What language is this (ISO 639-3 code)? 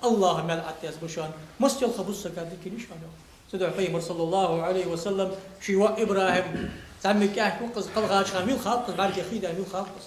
inh